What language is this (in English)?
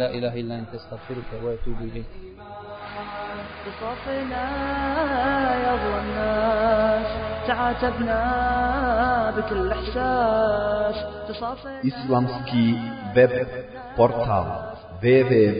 Bosnian